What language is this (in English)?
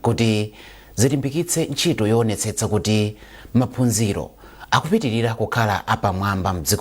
Nyanja